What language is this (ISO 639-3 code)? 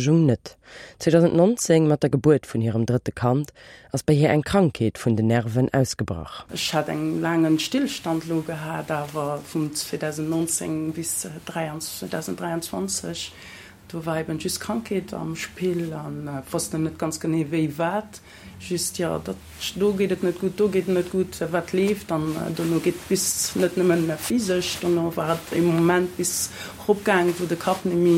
ltz